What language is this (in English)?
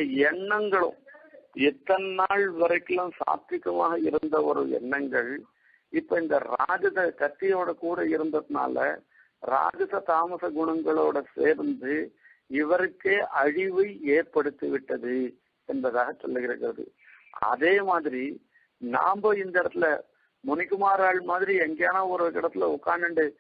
Tamil